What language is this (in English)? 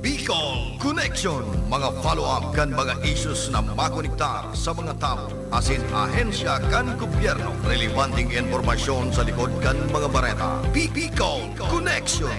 Bikol